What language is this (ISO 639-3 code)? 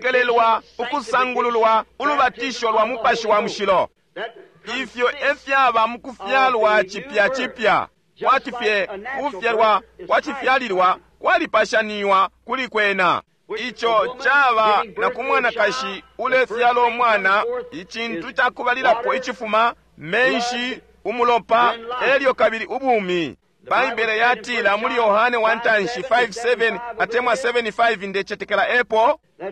bem